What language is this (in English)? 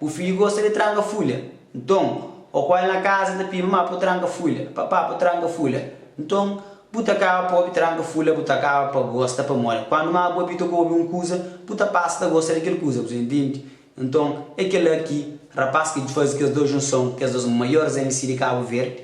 Kabuverdianu